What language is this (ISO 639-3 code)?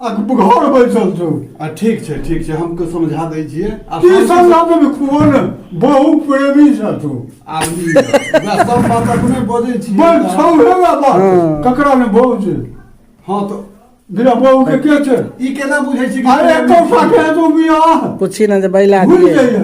mai